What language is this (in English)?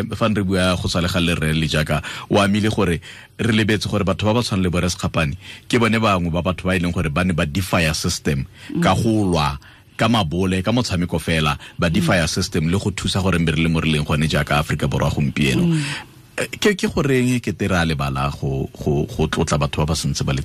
Tswana